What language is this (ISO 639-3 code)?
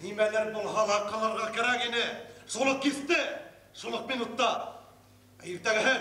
bak